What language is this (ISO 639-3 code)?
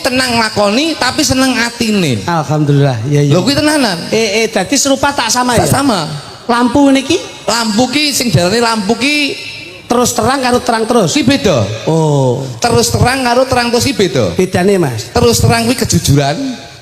jav